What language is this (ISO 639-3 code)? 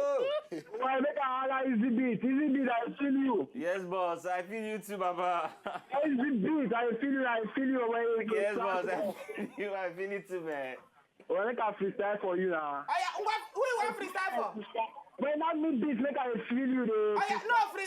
pcm